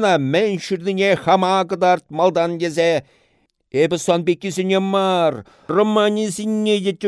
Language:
Chuvash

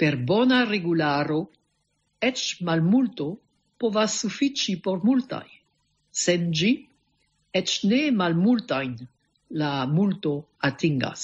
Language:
Esperanto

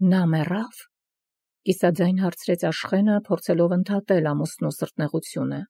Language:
Armenian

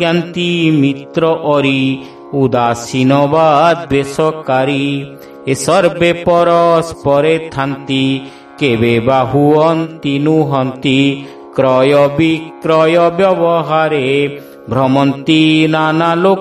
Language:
Odia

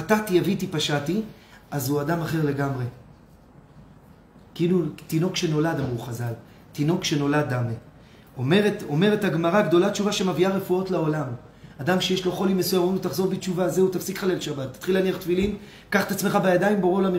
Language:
Hebrew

